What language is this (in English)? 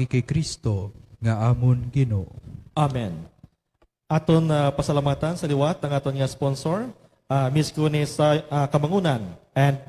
Hiligaynon